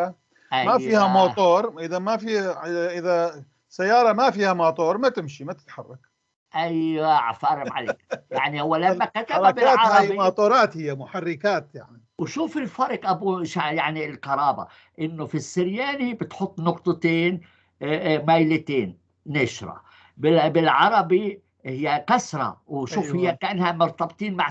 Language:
North Levantine Arabic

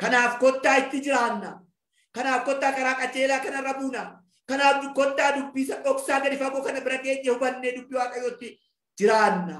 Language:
Oromo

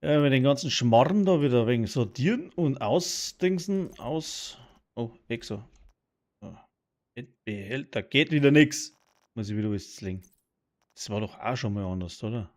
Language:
Bavarian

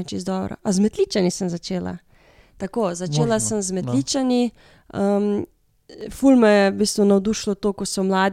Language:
Slovenian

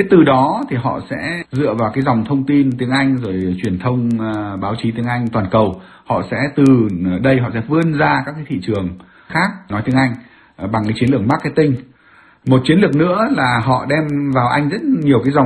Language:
Vietnamese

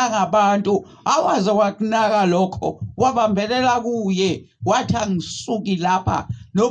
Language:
Zulu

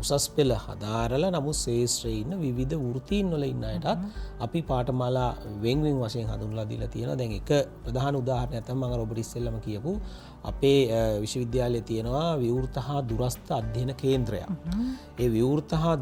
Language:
Sinhala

